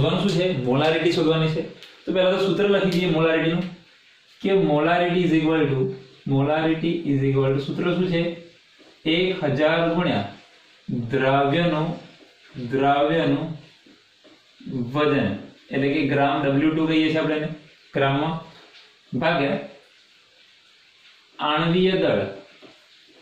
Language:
Gujarati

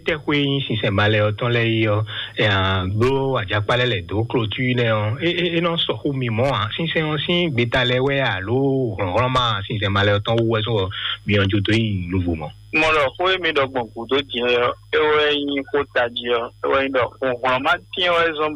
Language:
Fon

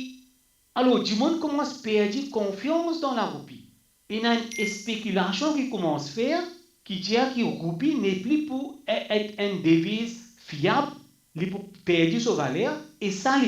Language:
Morisyen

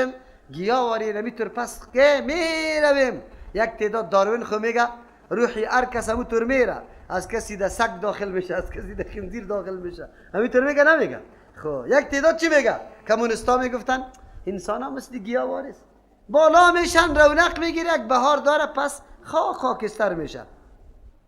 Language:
Persian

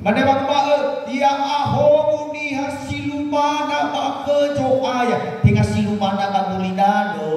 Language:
Nias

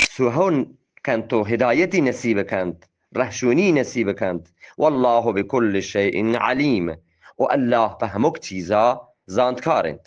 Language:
Eastern Balochi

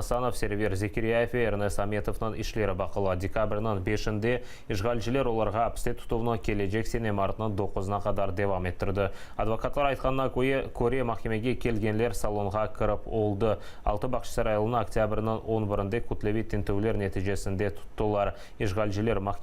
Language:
Crimean Tatar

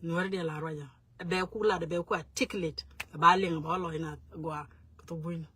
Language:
Nuer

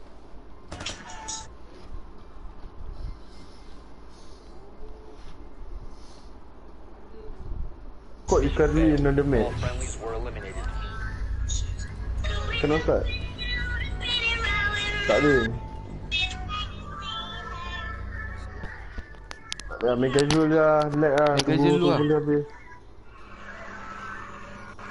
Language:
Malay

